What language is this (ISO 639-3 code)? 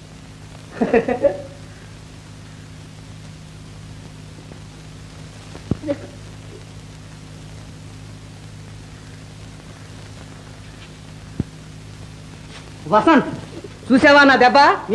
tel